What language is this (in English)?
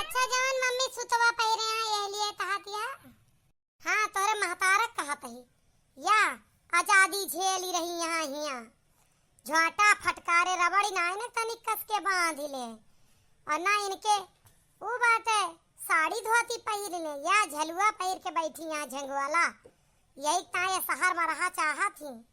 Awadhi